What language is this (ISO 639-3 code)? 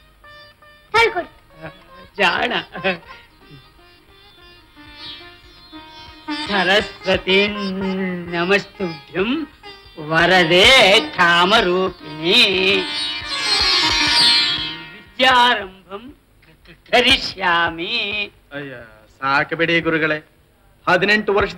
kan